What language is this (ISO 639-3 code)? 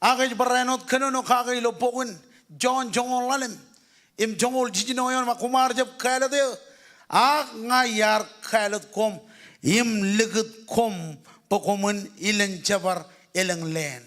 mah